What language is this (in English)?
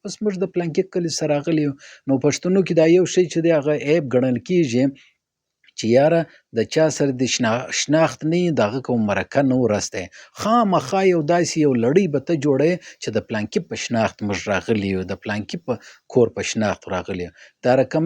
Pashto